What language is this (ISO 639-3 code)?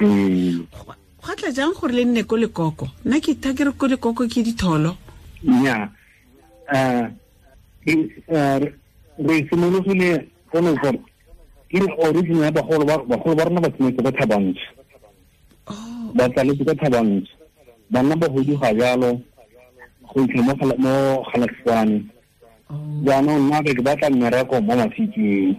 tsn